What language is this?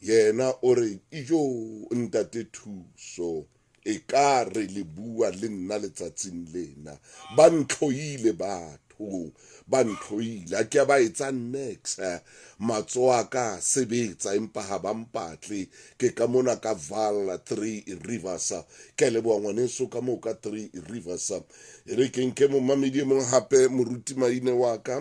Southern Sotho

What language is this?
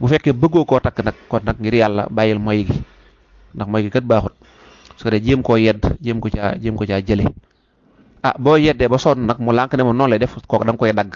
Wolof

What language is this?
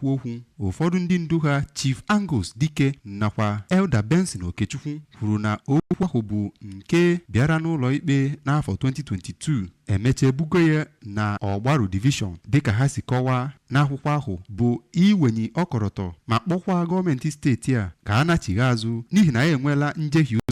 Igbo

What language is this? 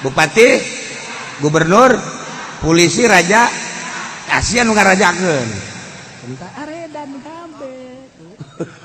Sundanese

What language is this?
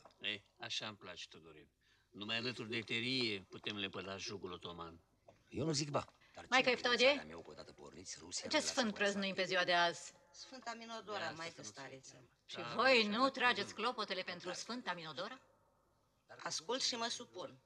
Romanian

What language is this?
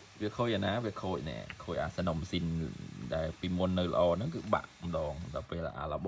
Khmer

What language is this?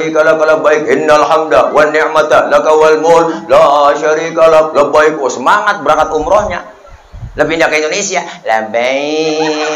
Betawi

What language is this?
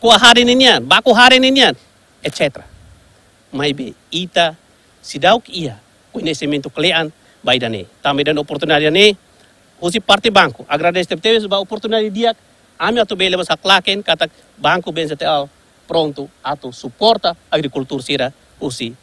Tetum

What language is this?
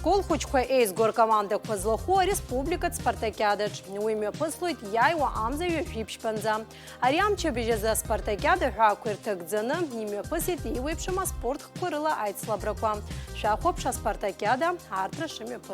Abkhazian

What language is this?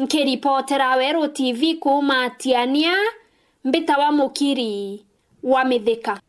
Meru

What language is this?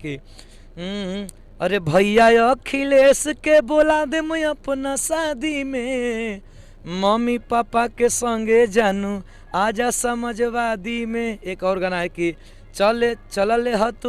Bhojpuri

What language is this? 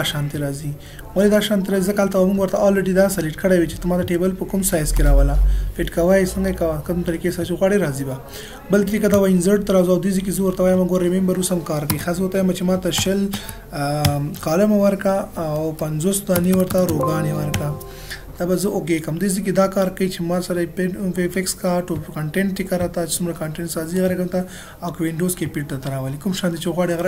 Pashto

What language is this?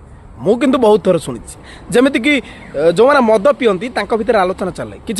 Odia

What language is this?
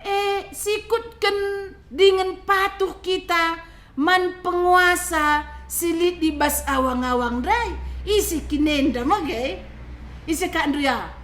Batak Karo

